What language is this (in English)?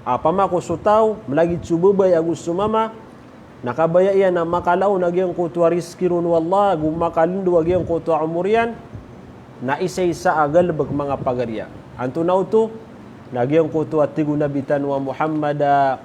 Maranao